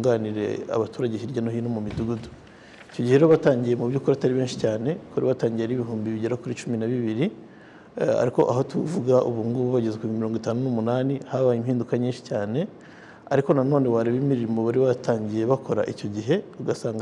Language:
Kinyarwanda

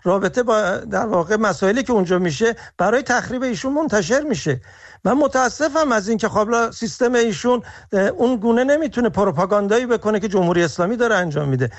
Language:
Persian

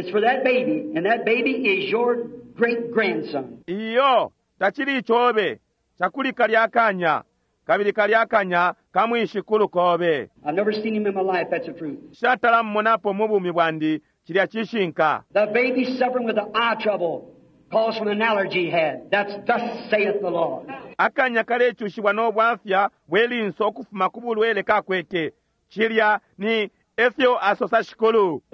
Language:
Bemba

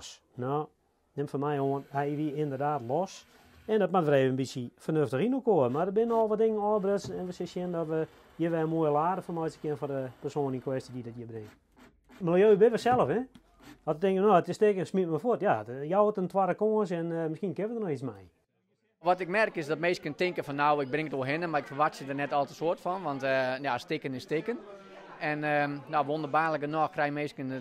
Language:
Western Frisian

